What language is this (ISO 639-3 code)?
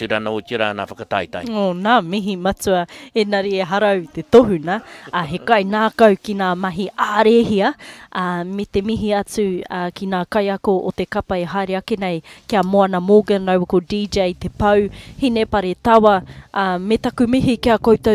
mri